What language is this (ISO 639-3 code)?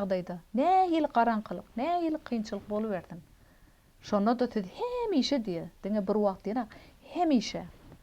tuk